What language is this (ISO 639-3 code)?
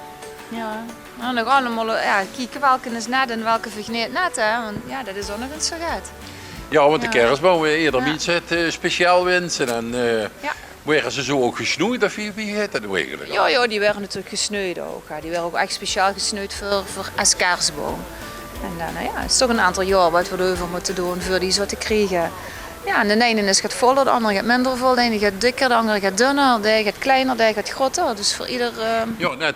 lim